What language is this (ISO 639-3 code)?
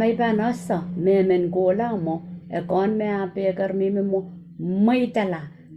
pon